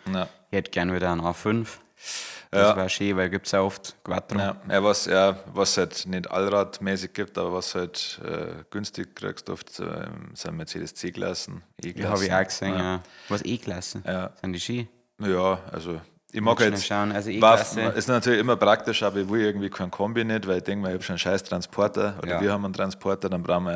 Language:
Bavarian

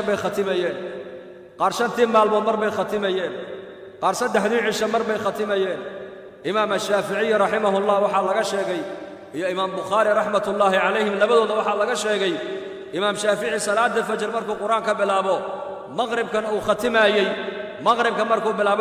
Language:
Somali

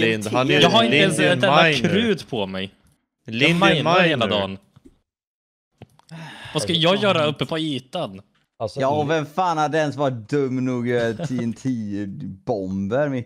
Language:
Swedish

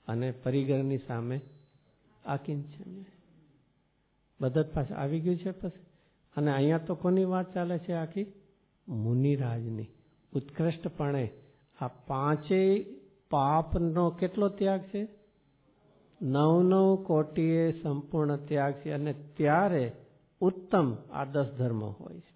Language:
Gujarati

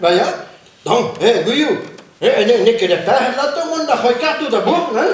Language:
Breton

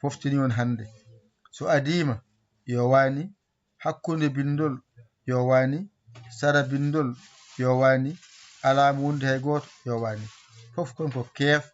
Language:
Fula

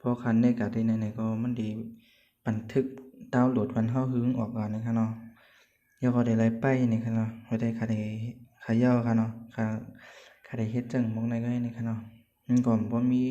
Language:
Shan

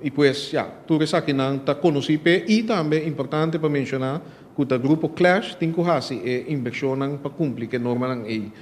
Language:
Papiamento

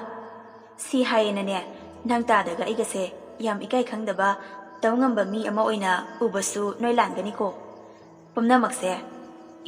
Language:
Manipuri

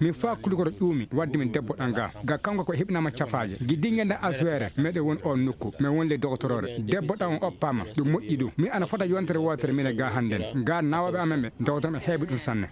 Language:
Fula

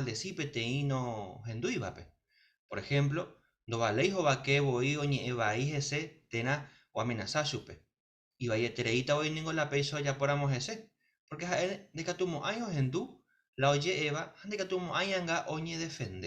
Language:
Guarani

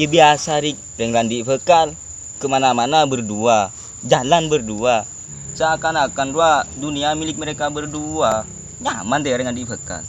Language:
Madurese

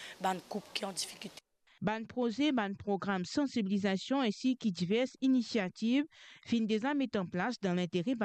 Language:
Morisyen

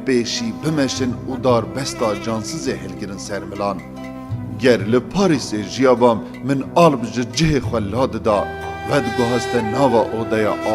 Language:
Kurdish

